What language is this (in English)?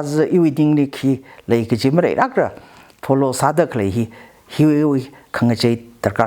Tangkhul Naga (India)